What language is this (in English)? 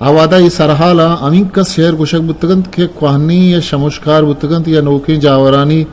Eastern Balochi